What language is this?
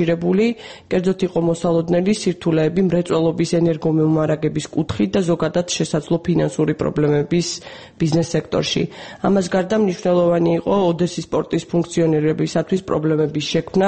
Georgian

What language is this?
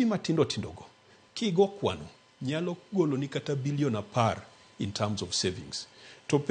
Luo (Kenya and Tanzania)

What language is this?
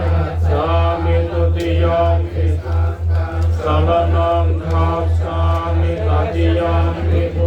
Pali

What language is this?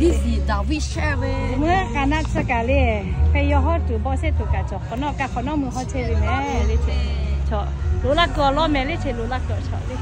Lahu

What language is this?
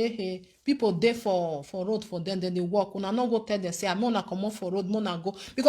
Nigerian Pidgin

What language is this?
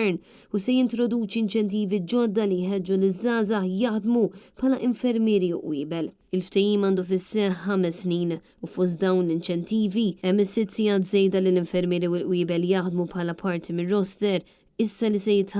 Maltese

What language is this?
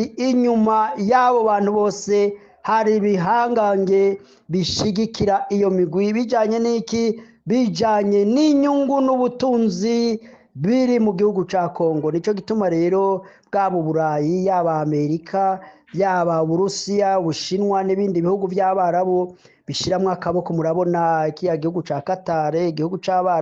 Rundi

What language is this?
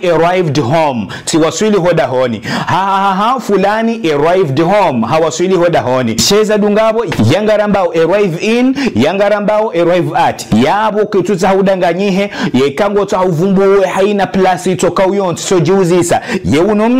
Ngazidja Comorian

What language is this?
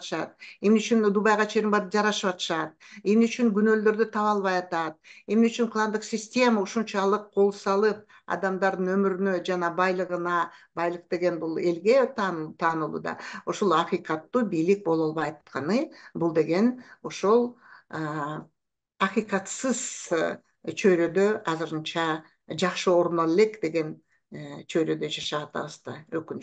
Kyrgyz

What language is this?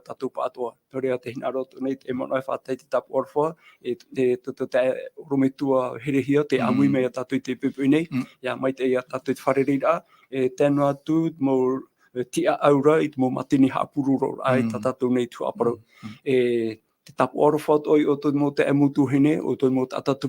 Tahitian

